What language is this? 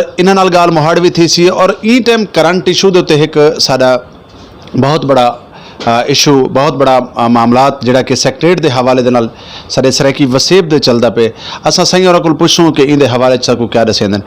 Saraiki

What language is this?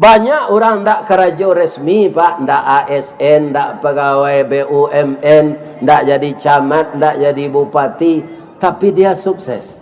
Minangkabau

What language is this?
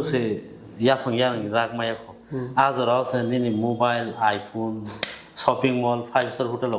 Kok Borok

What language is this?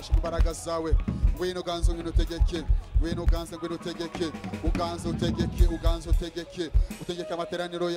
Kinyarwanda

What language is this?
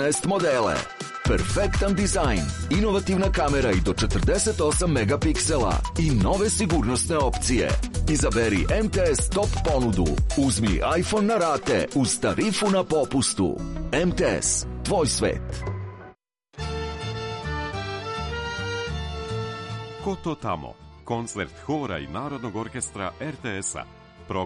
Serbian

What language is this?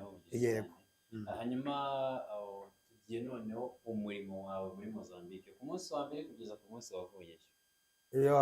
Kinyarwanda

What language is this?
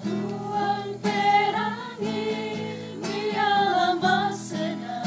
Toraja-Sa'dan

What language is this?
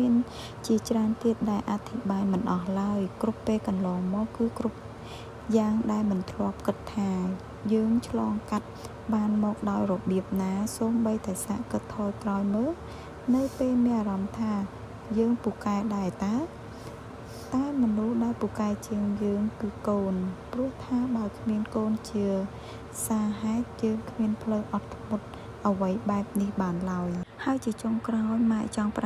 Khmer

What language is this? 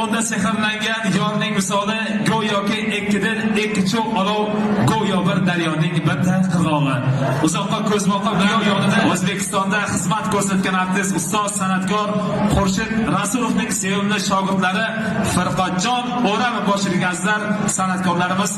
Uzbek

